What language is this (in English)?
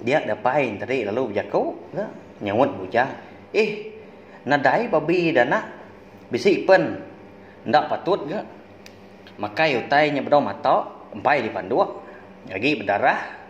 Iban